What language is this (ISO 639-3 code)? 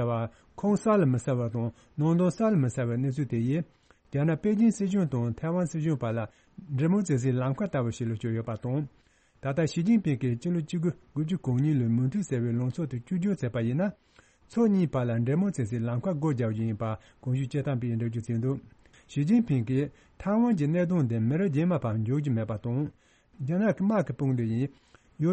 bod